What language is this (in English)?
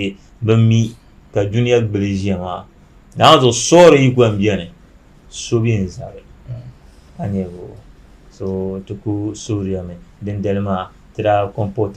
Dagbani